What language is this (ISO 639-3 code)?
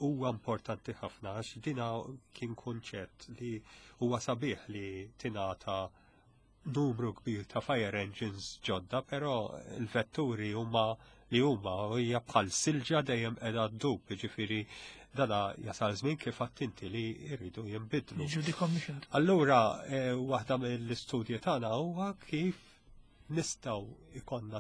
mlt